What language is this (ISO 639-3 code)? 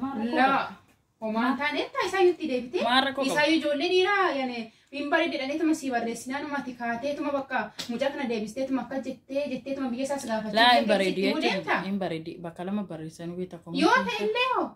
orm